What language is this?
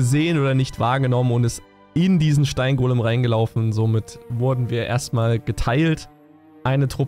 German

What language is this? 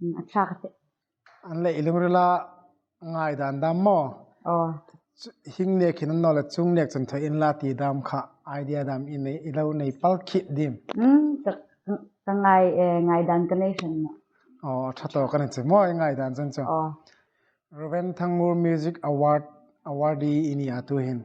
Hmar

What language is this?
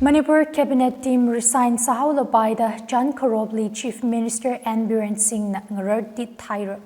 Tangkhul Naga (India)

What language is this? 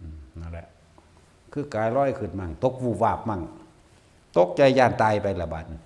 Northeastern Thai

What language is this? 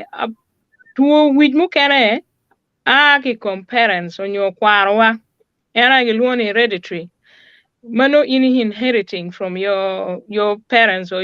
Acoli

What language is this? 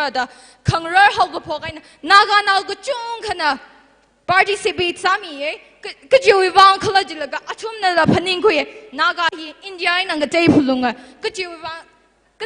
Tangkhul Naga (India)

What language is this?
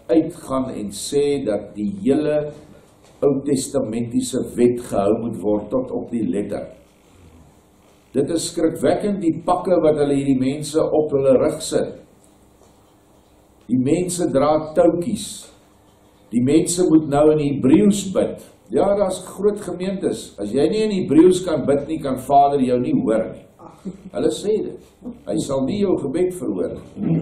Afrikaans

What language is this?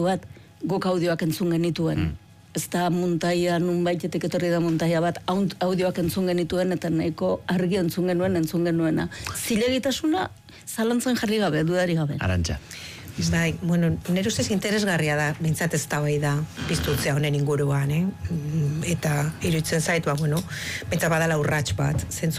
Basque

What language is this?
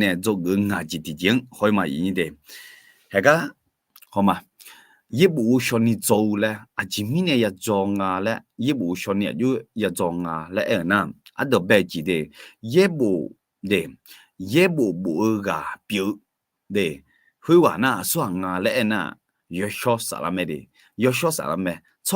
Akha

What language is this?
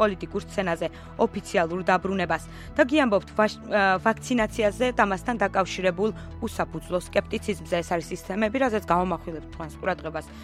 Georgian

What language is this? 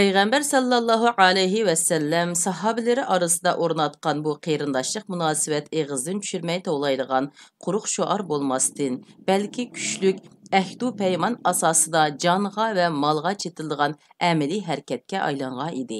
Uyghur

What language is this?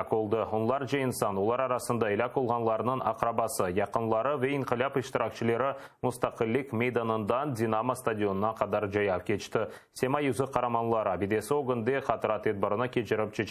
Crimean Tatar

